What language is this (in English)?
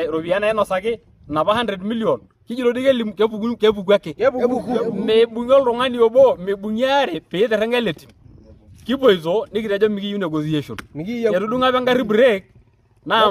Masai